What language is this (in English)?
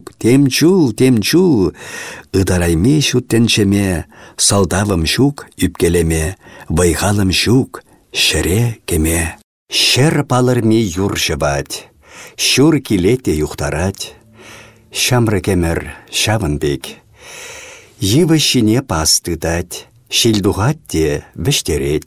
Chuvash